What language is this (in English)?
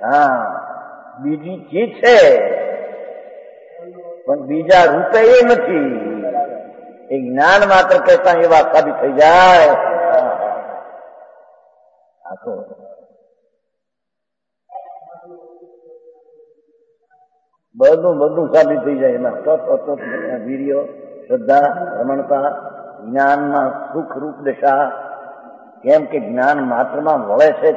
Gujarati